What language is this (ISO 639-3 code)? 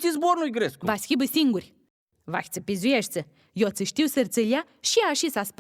rup